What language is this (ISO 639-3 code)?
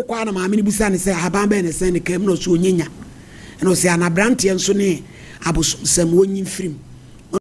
aka